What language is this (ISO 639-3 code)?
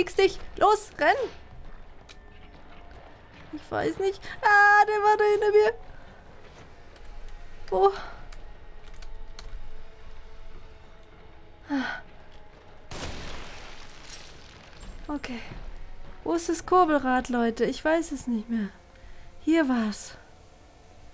deu